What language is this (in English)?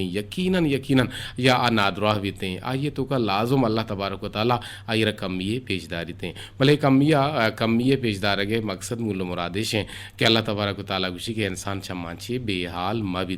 Eastern Balochi